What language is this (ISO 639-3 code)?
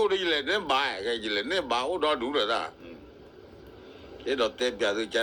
ksw